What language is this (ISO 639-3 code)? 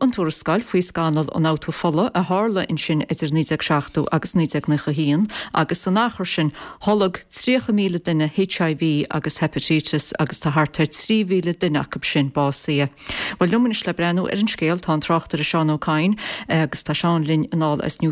gle